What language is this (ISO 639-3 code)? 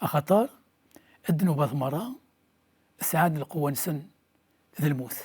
kab